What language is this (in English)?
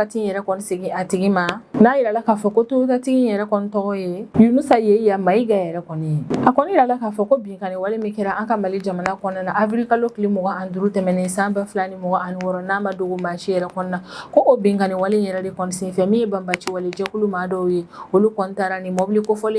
Bambara